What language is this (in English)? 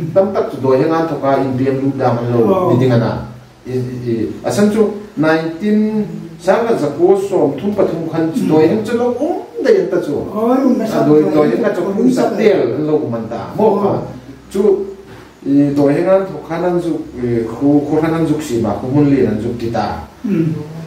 Hmar